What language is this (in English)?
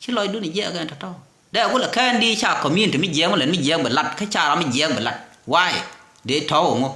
Nuer